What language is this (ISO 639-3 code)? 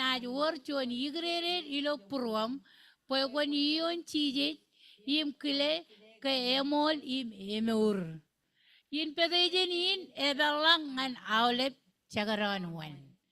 mah